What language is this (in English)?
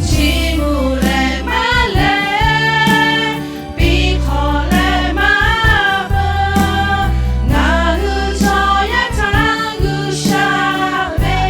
Lahu